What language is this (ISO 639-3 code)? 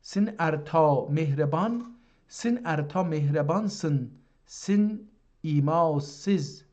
azb